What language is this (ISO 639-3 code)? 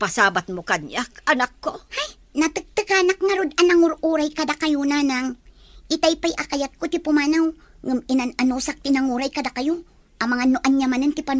ilo